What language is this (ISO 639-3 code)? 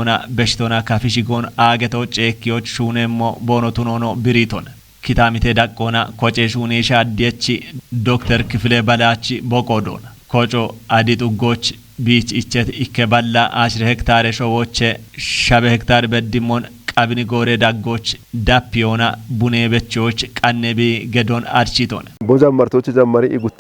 kbr